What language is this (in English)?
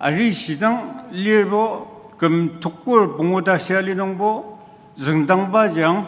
Ao Naga